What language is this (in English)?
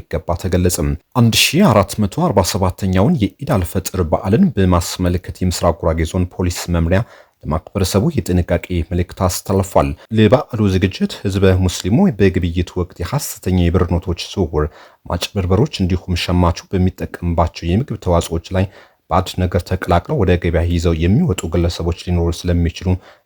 Amharic